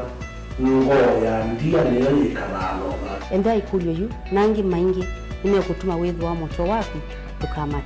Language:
Kamba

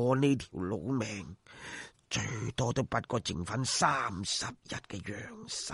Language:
Cantonese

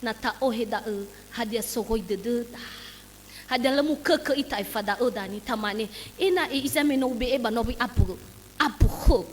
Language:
Nias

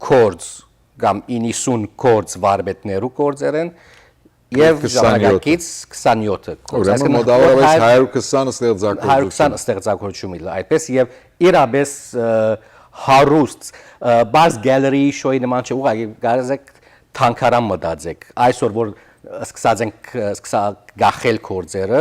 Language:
Western Armenian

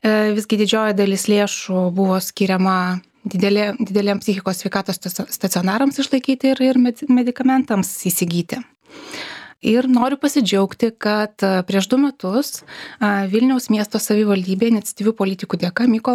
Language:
Lithuanian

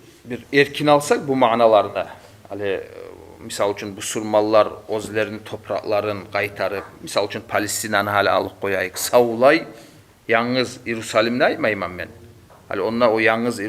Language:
Kumyk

